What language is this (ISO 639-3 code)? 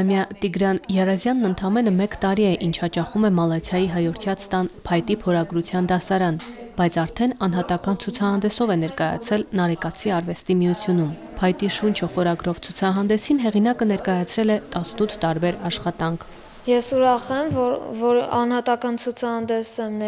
hye